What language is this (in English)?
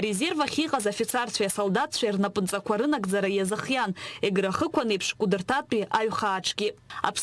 Abkhazian